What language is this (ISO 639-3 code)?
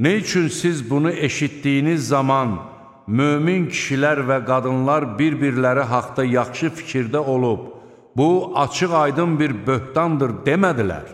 aze